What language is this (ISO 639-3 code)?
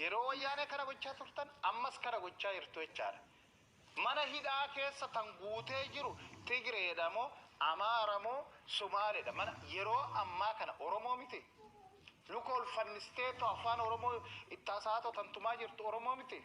orm